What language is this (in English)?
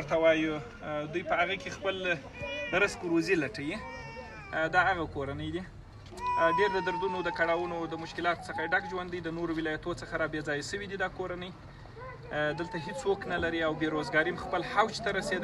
Pashto